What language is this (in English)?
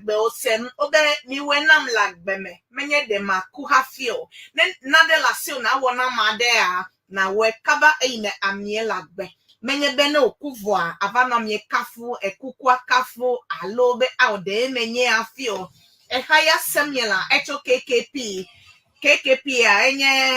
Ewe